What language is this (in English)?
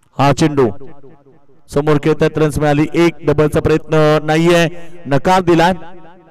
Marathi